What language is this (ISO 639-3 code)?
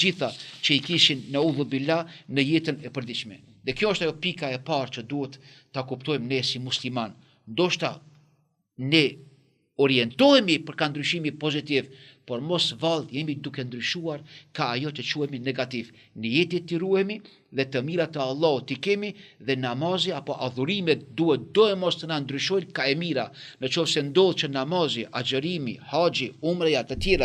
sqi